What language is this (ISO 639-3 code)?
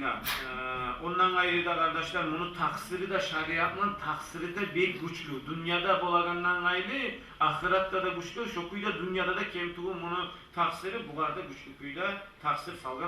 kum